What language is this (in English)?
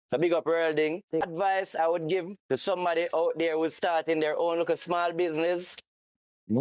Jamaican Creole English